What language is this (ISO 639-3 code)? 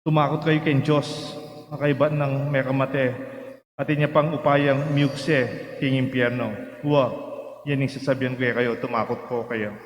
pam